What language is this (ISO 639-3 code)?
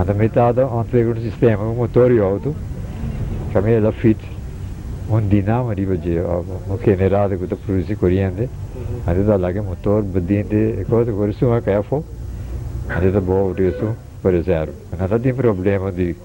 pap